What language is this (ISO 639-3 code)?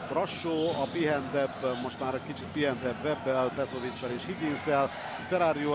hun